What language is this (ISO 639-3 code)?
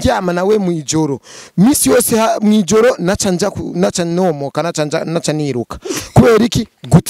run